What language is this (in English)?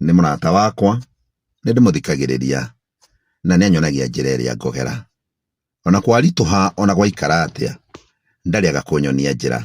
Kikuyu